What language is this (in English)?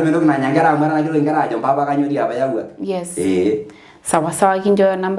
Masai